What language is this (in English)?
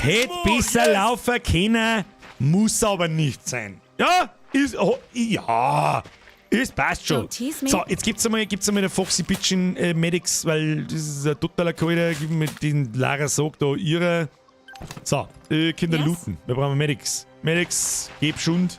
Bavarian